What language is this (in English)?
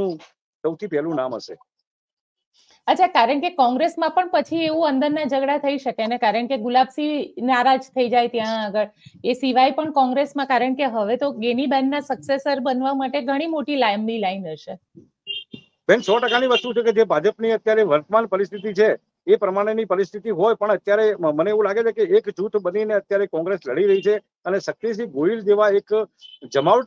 Gujarati